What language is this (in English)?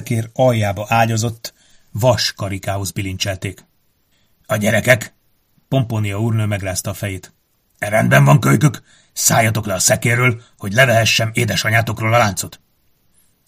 Hungarian